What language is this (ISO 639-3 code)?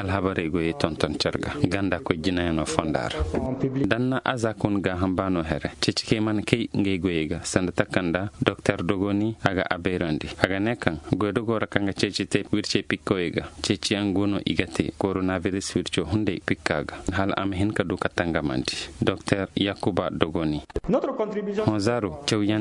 dje